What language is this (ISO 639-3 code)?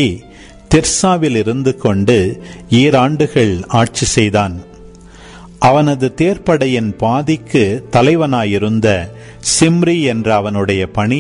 tam